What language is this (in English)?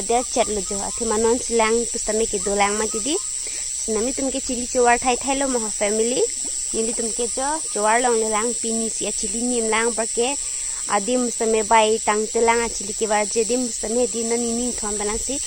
Karbi